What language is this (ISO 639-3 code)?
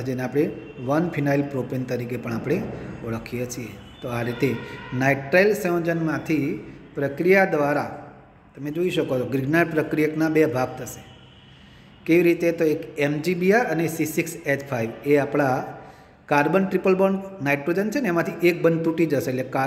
guj